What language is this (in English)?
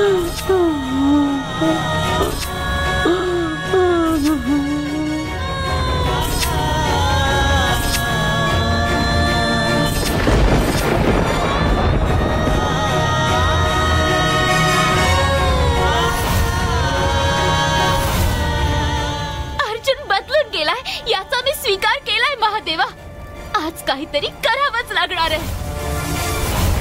Marathi